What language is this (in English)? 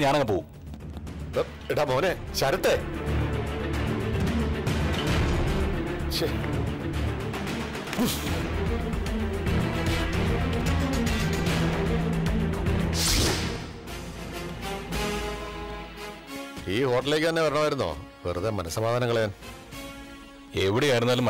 Malayalam